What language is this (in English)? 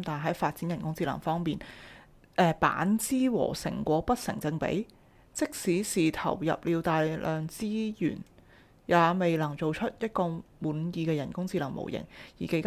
Cantonese